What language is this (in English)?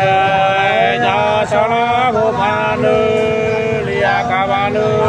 Nung (Viet Nam)